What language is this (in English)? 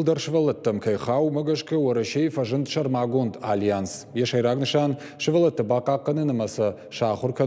Ossetic